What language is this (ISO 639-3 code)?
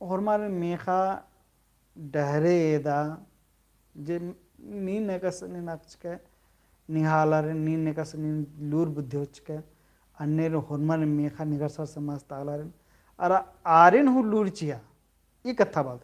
kru